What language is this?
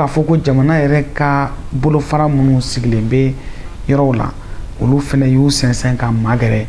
Bambara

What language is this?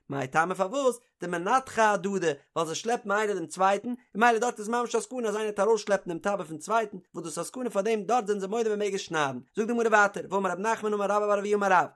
Yiddish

